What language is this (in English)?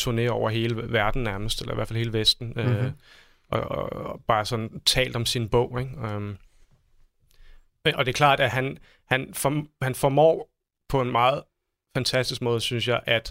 Danish